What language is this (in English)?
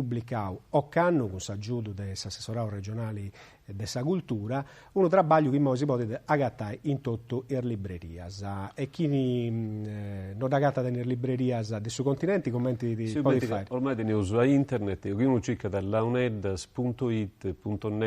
Sardinian